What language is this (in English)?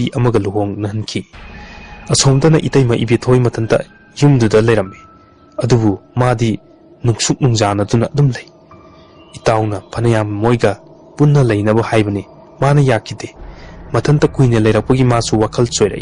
Manipuri